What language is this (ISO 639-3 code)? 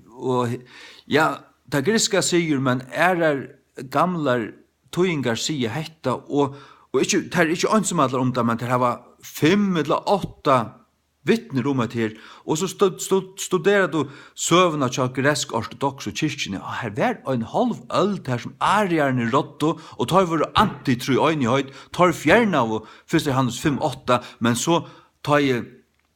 fao